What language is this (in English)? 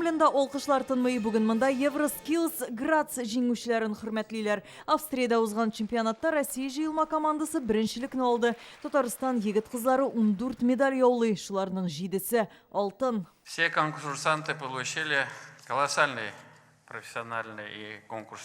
Tatar